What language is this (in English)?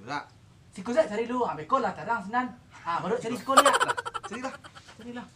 Minangkabau